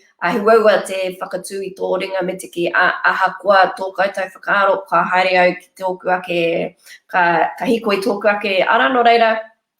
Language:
Māori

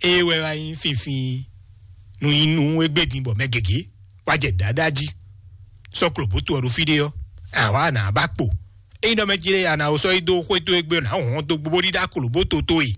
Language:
Fon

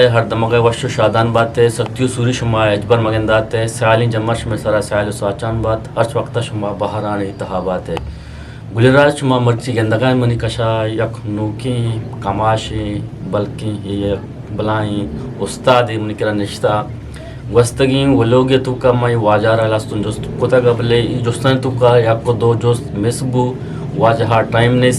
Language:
Eastern Balochi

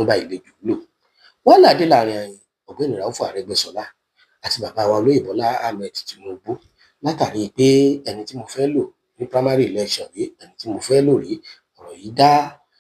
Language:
Yoruba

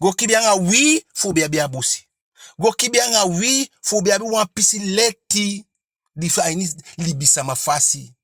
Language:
Eastern Maroon Creole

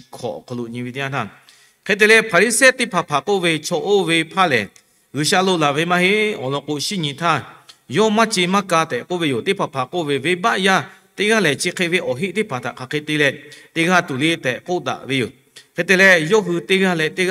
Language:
Lahu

